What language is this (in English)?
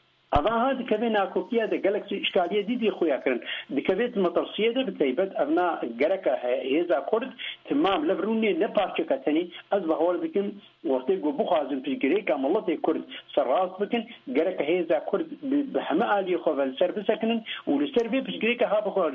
Kurdish